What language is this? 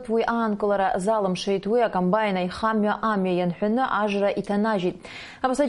Abkhazian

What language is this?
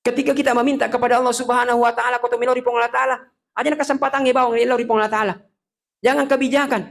Buginese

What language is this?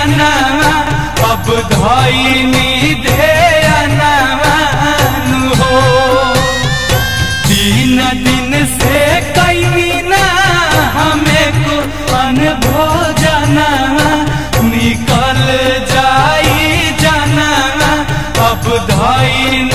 Bhojpuri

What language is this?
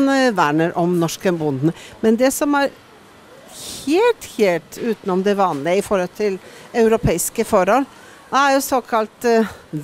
Norwegian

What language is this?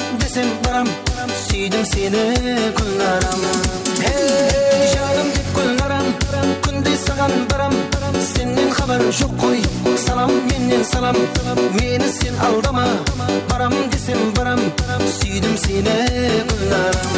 Kara-Kalpak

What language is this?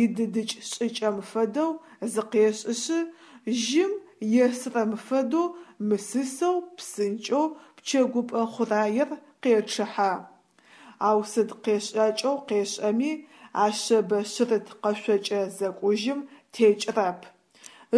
Adyghe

